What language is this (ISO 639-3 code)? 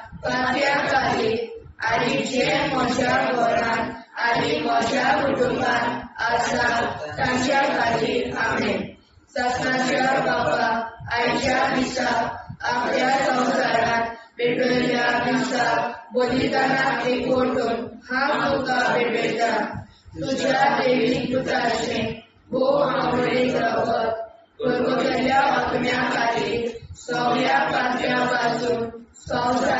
kok